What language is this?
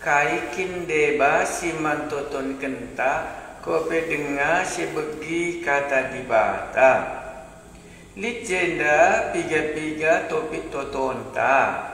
Batak Karo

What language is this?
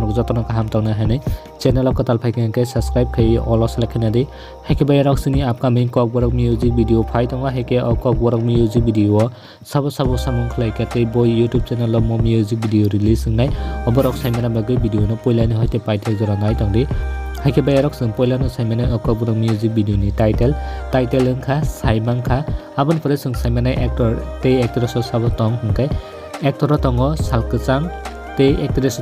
Kok Borok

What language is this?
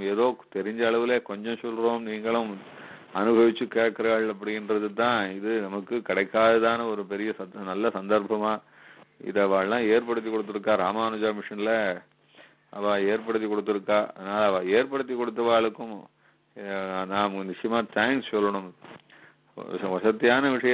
Tamil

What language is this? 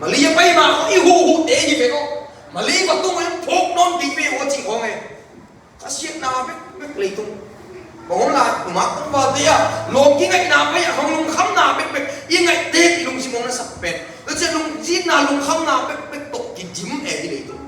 Tedim Chin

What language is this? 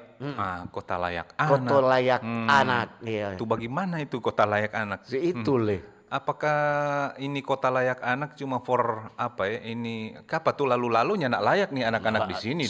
Manado Malay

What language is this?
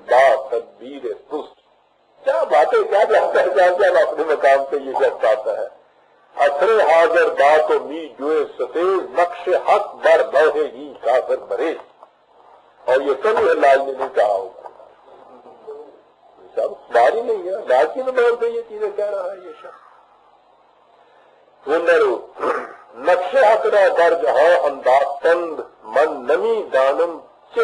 Urdu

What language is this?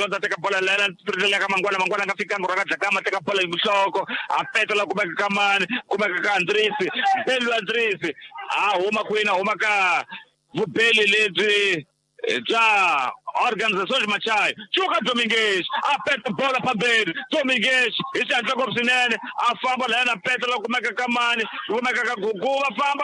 Tsonga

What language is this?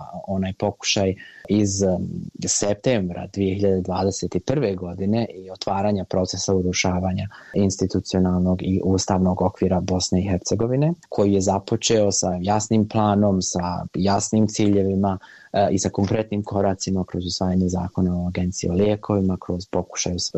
Bosnian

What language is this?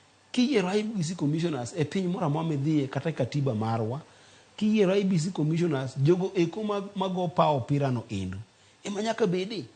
Luo (Kenya and Tanzania)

